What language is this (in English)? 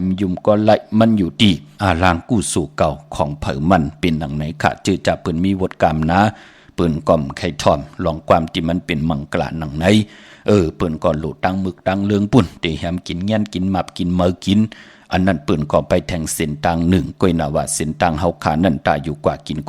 Shan